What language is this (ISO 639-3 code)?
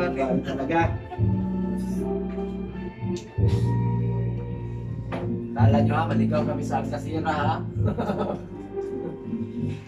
fil